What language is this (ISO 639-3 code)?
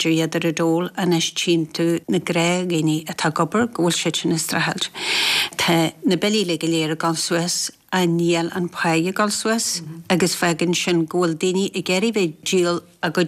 gle